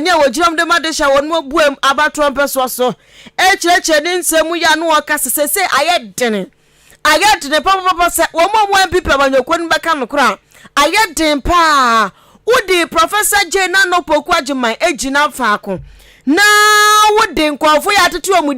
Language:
Akan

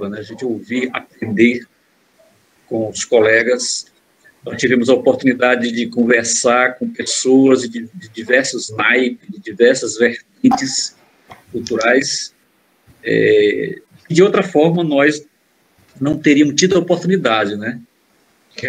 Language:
Portuguese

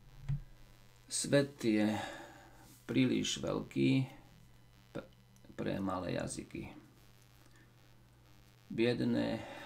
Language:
Slovak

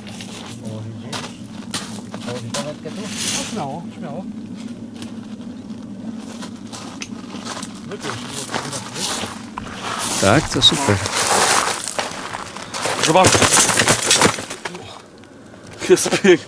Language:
Polish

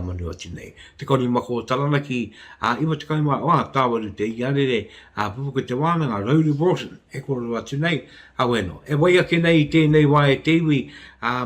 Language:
Māori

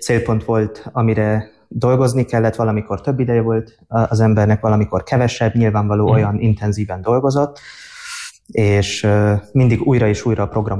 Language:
Hungarian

